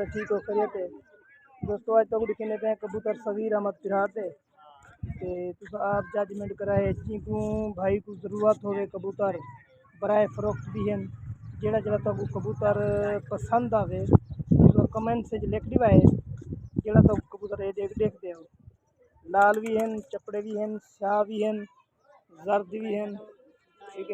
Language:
Saraiki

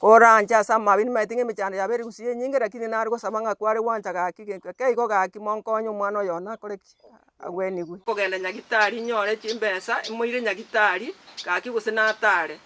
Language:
Gusii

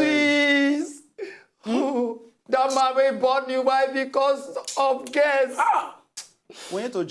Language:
Nigerian Pidgin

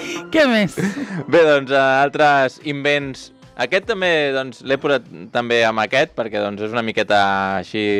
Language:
Catalan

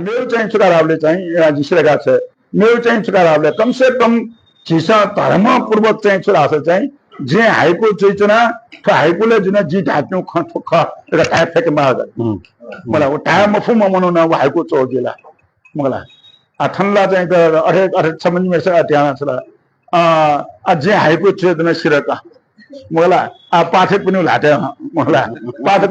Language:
Newari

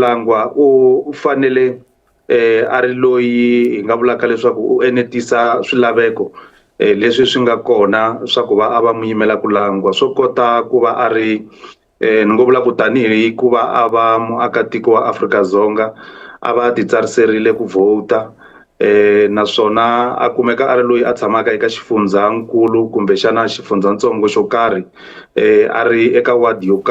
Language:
Tsonga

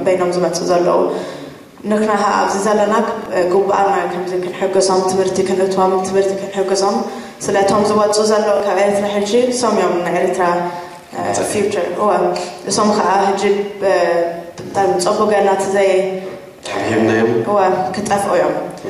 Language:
Tigrinya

